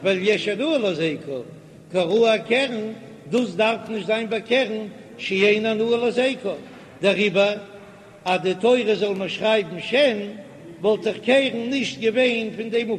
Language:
Yiddish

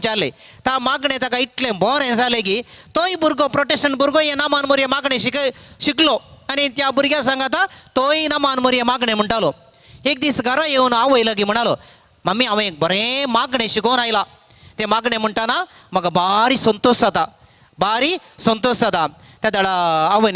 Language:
Konkani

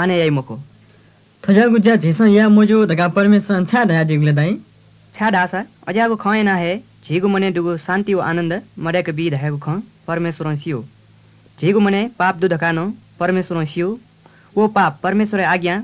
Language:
Newari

